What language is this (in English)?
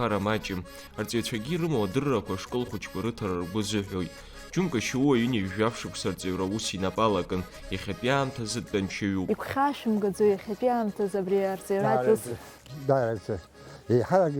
Abkhazian